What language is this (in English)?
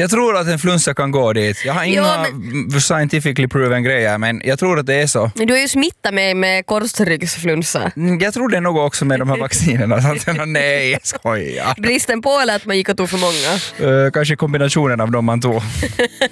Swedish